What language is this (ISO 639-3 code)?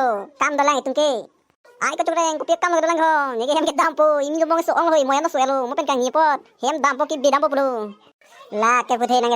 mjw